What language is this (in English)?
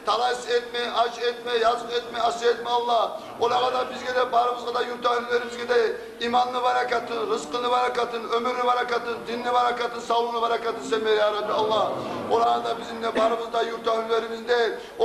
Kumyk